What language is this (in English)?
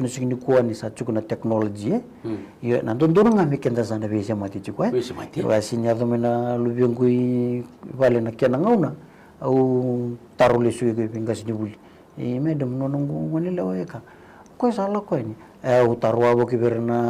Fijian